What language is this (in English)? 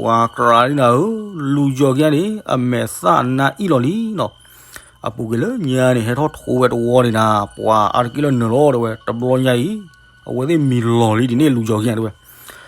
S'gaw Karen